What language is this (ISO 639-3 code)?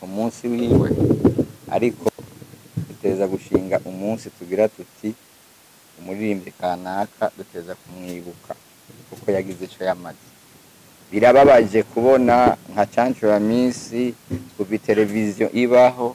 run